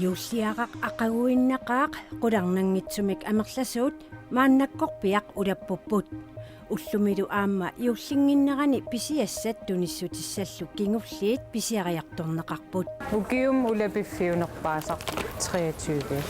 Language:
Kalaallisut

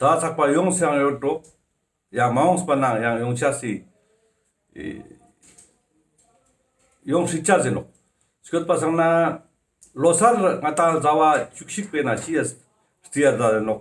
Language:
Ladakhi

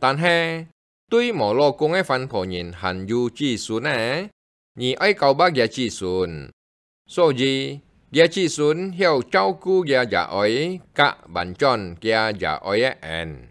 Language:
Hakka Chinese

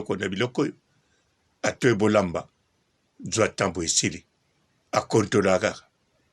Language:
Lingala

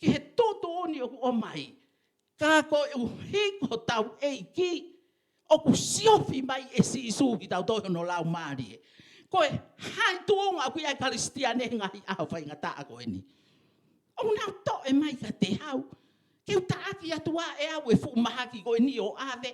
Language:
Tongan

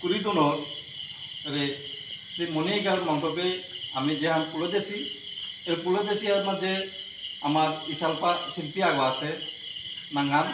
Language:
Bishnupriya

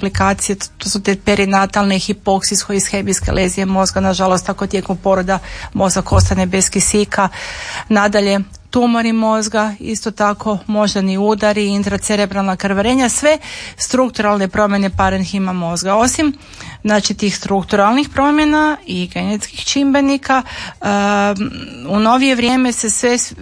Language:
Croatian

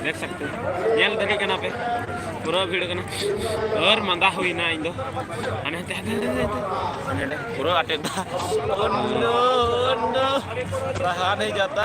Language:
Santali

